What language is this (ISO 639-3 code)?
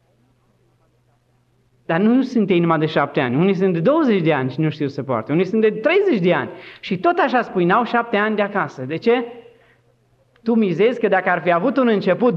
ron